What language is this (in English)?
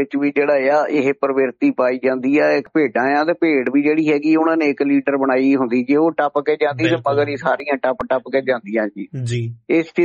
Punjabi